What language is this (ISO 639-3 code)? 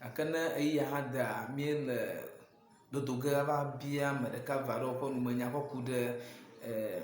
ewe